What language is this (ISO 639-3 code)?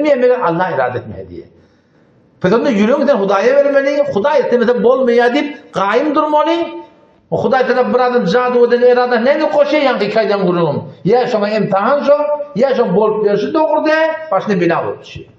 tuk